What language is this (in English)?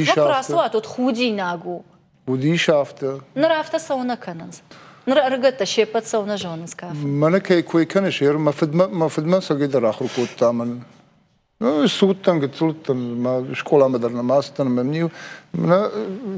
Ossetic